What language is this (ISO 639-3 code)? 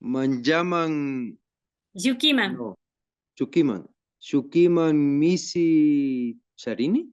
qvi